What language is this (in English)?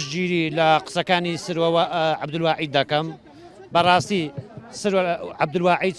Central Kurdish